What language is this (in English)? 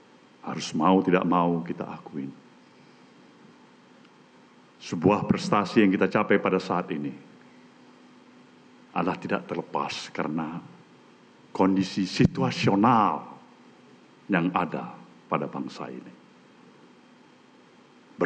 Indonesian